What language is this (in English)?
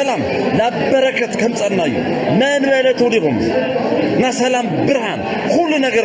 Tigrinya